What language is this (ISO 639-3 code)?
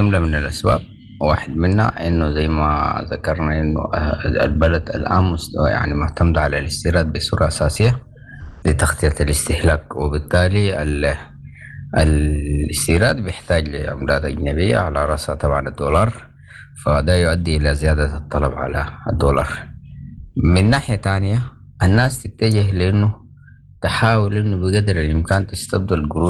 apd